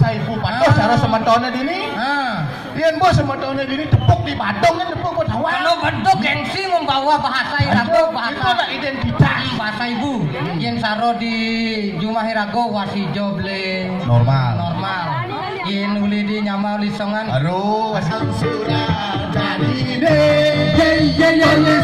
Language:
Balinese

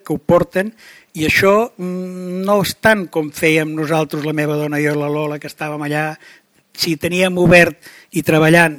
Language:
Catalan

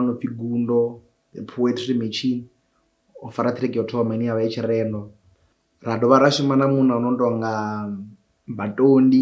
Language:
Venda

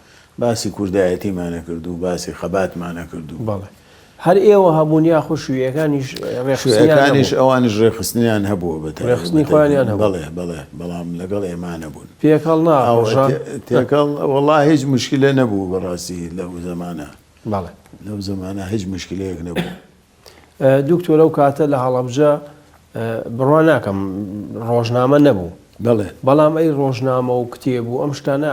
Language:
Central Kurdish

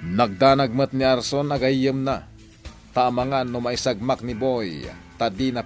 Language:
Iloko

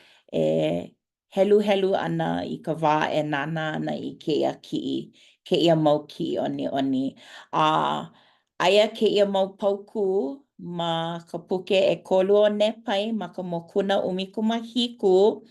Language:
Hawaiian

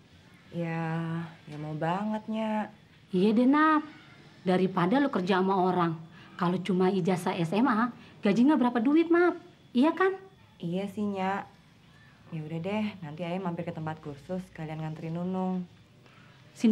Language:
Betawi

